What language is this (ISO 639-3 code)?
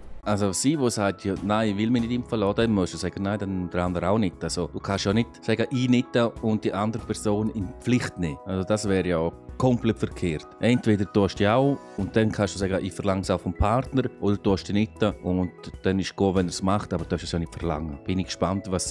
gsw